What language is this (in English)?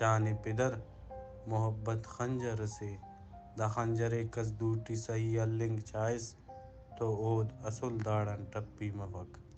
Brahui